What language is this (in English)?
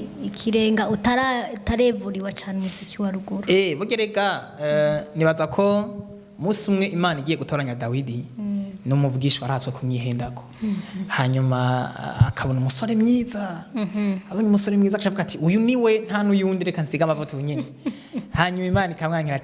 Rundi